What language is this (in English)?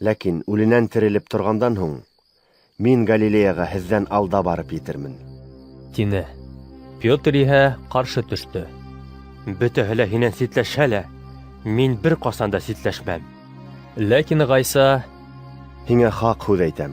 Bashkir